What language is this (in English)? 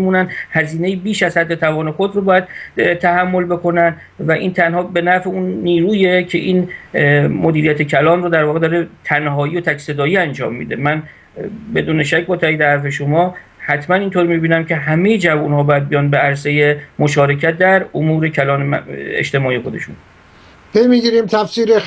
Persian